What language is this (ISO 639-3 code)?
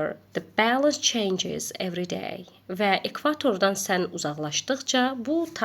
aze